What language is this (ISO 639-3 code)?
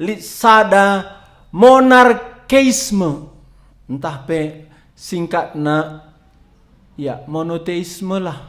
btx